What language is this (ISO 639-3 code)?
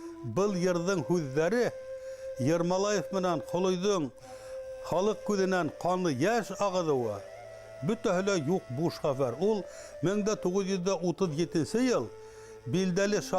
bak